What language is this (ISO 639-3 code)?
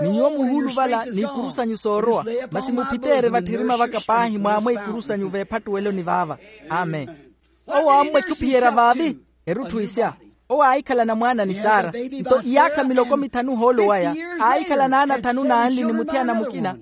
vmw